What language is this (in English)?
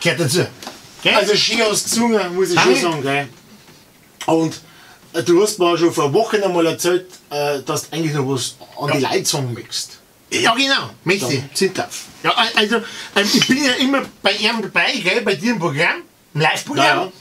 Bavarian